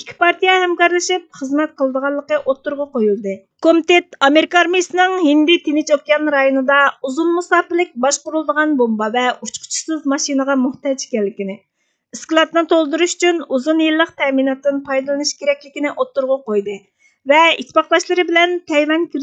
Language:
Uyghur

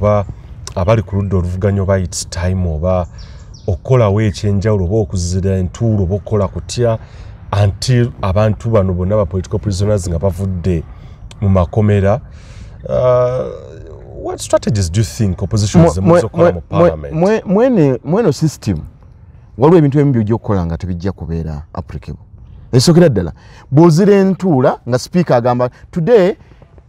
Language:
Ganda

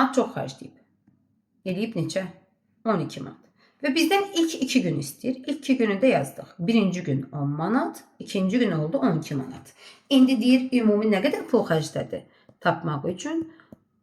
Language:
Azerbaijani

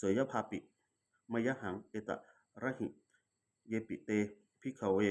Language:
Pali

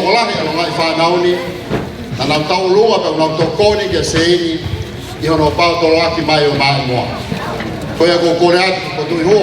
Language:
Tongan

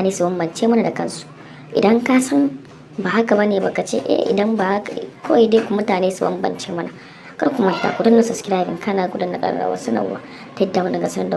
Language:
Hausa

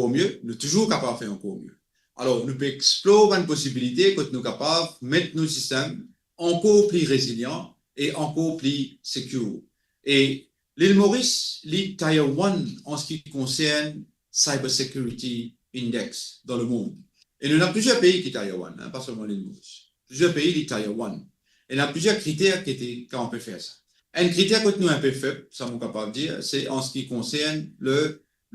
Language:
Morisyen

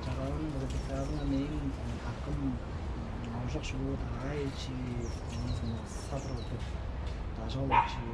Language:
Tuvinian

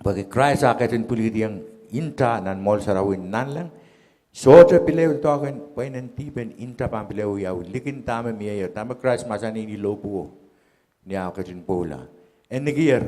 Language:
Pohnpeian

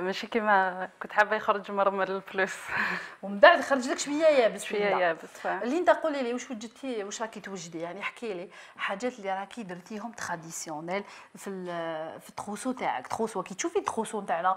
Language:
Algerian Arabic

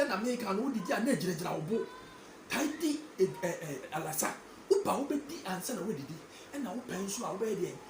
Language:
Akan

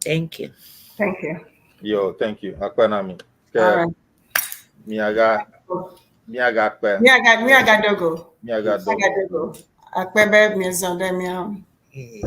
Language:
Ewe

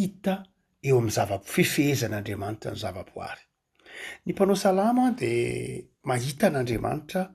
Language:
Malagasy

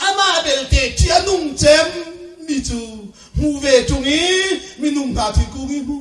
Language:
Hakha Chin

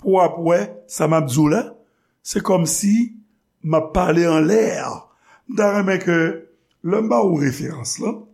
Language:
Haitian Creole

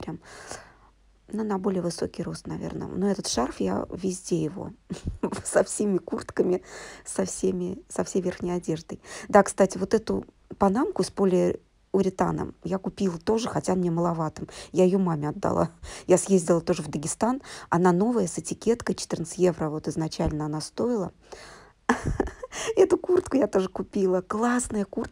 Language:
Russian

